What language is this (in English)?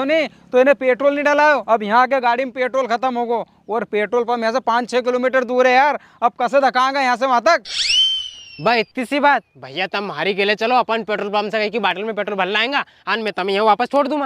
Rajasthani